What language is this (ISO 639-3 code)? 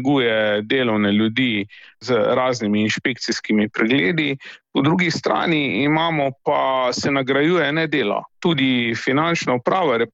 slv